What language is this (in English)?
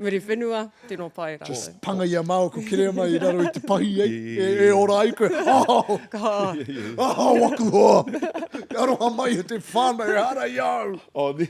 Māori